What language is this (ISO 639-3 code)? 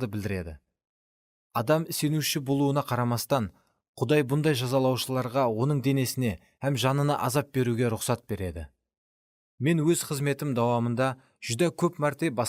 kaa